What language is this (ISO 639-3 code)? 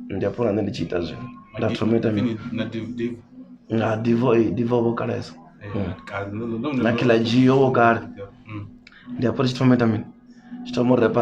ven